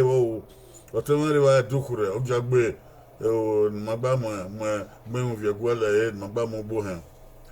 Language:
Bini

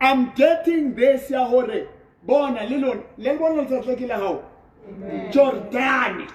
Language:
Southern Sotho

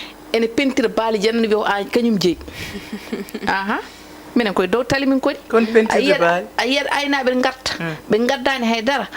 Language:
Fula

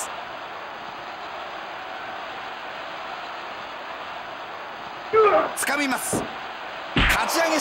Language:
Japanese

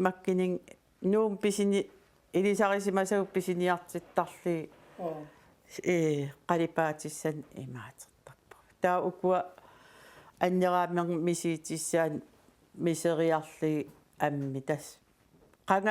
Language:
Kalaallisut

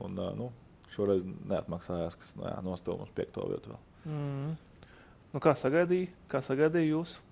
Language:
Latvian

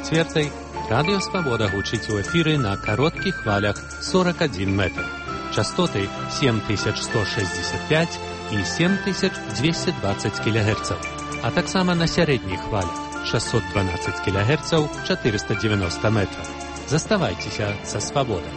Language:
Belarusian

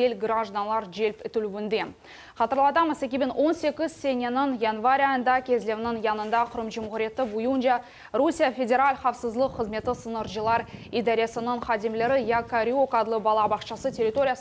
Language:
Crimean Tatar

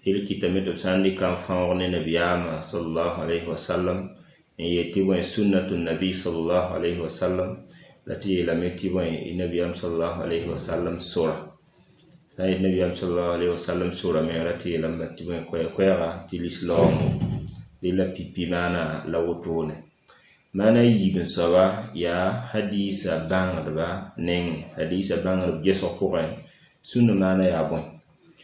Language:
Mossi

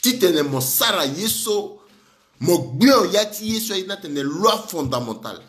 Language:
Sango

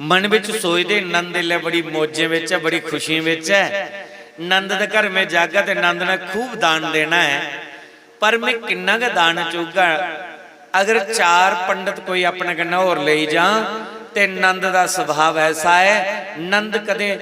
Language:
Dogri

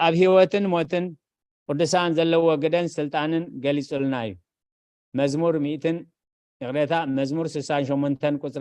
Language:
Tigrinya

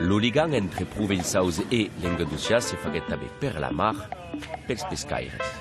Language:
Occitan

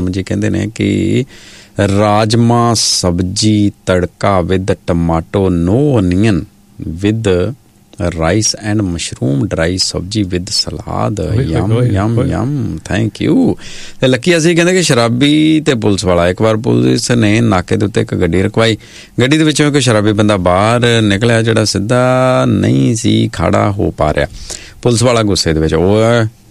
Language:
Punjabi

